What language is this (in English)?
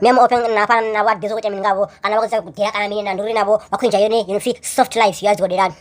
Venda